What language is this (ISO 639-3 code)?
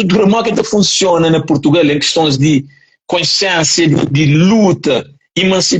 kea